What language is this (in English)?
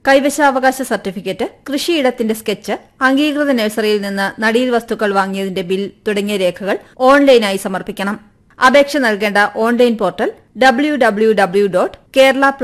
Malayalam